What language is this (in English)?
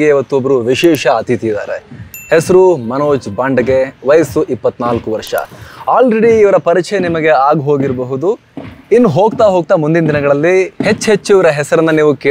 Kannada